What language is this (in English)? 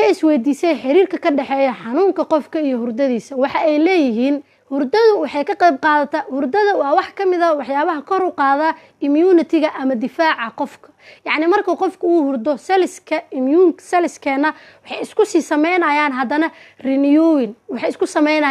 Somali